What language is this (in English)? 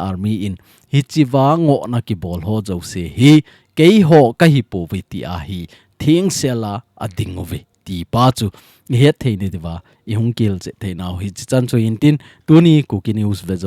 Thado Chin